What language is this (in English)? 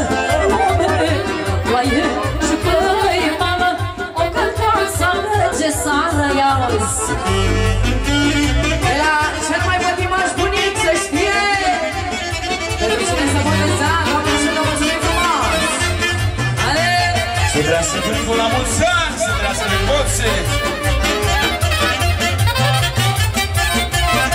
Romanian